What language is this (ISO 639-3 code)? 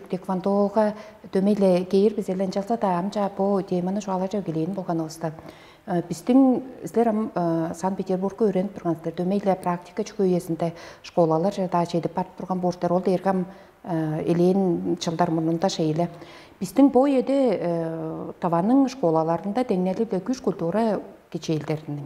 tyv